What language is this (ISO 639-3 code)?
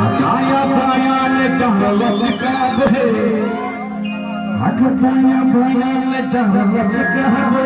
mai